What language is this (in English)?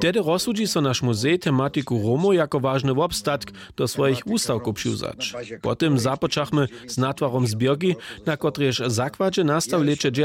Upper Sorbian